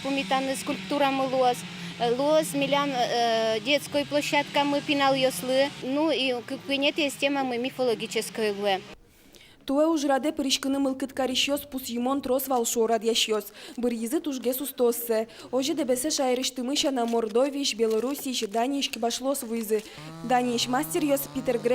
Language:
Udmurt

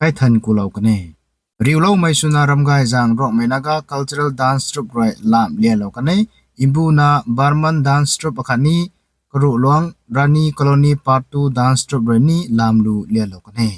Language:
Rongmei Naga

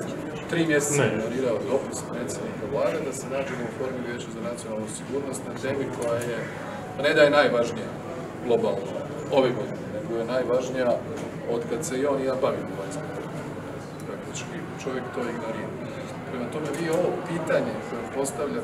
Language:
Croatian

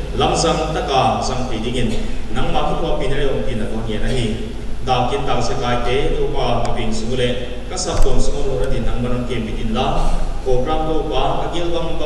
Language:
Paite Chin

